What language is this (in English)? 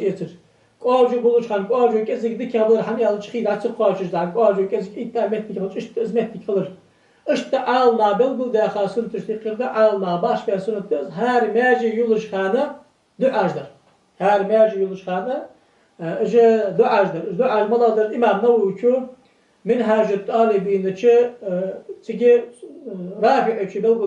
Ingush